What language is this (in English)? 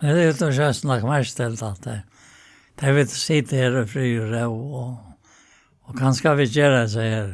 Faroese